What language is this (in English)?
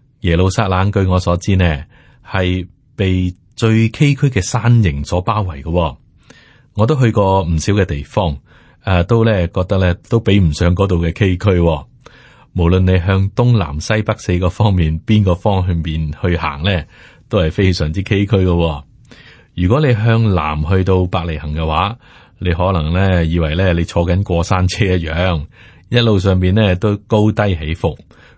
Cantonese